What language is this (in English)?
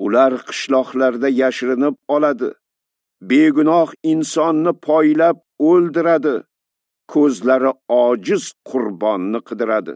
Uzbek